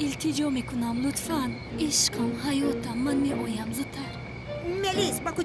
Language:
Tajik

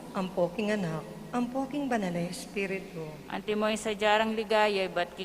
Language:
Pampanga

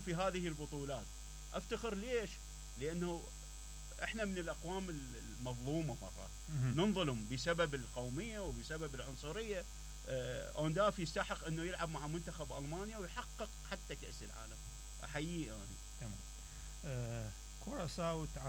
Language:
Mesopotamian Arabic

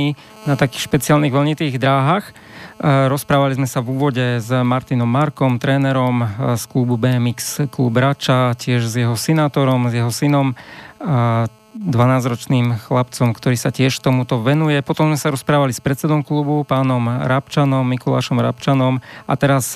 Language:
Slovak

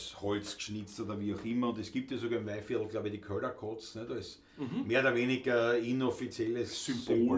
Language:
Bavarian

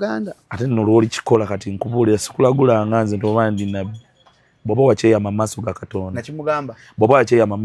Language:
Ganda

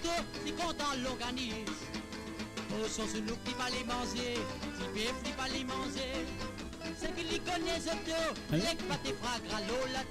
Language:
Morisyen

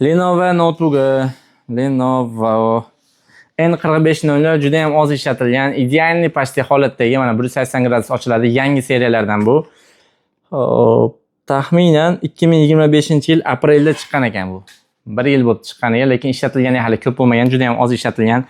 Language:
Uzbek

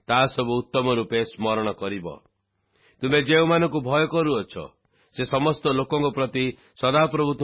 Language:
Odia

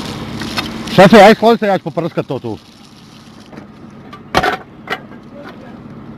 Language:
Croatian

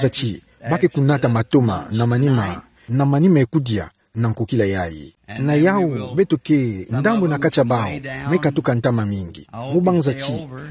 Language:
Kituba (Democratic Republic of Congo)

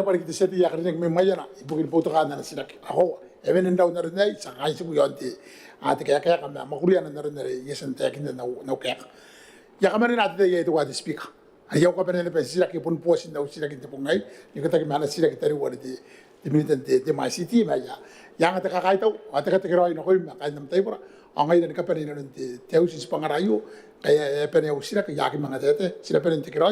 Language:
Gilbertese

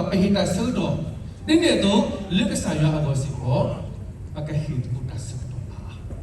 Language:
S'gaw Karen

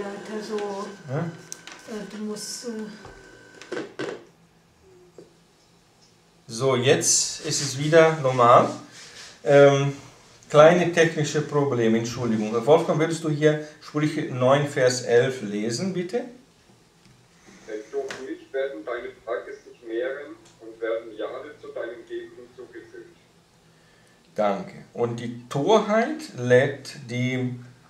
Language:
German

